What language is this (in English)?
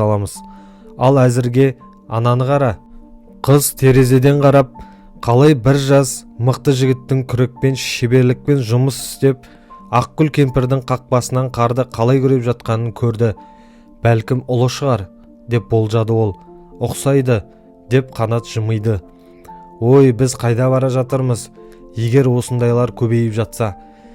Kazakh